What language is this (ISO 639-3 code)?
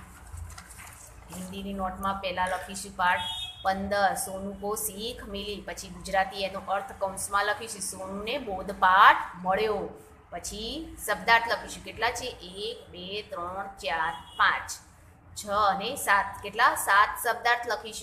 guj